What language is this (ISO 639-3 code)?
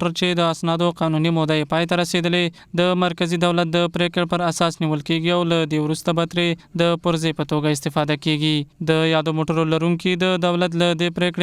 pus